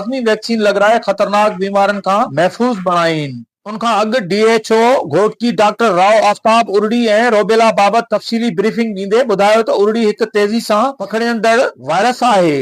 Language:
Sindhi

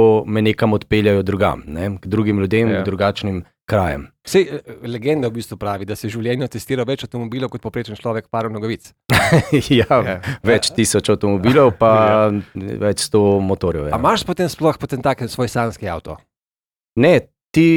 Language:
Slovenian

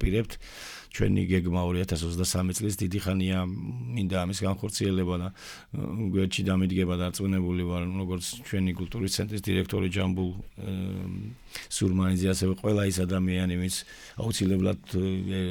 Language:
Georgian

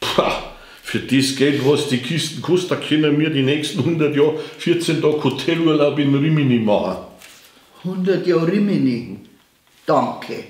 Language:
Bavarian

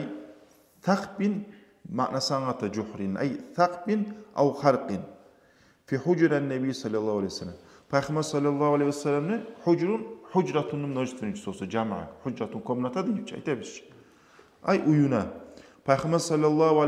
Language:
Kumyk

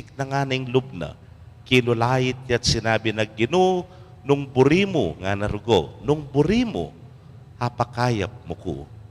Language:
Pampanga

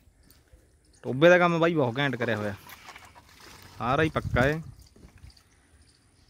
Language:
Punjabi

